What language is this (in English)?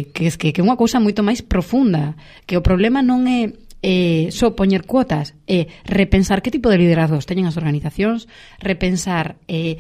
Galician